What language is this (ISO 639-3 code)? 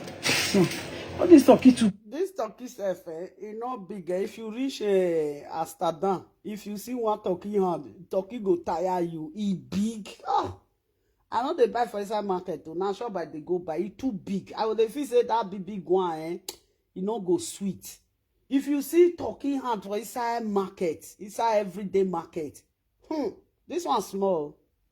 pcm